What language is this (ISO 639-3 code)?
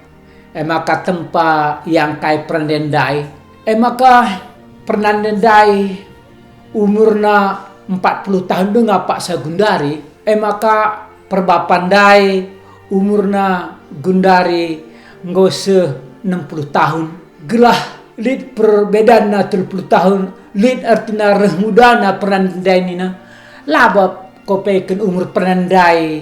btx